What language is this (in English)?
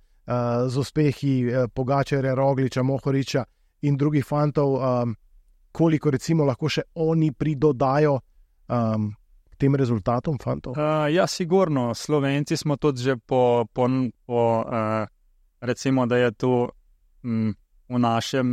Slovenian